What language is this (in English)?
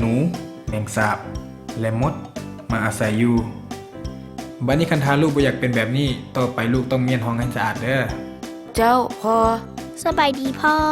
Lao